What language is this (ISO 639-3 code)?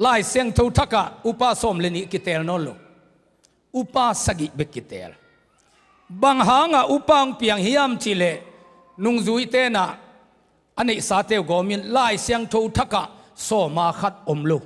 ctd